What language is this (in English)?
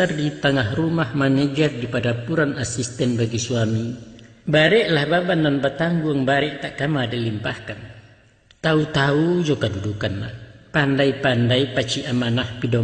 Minangkabau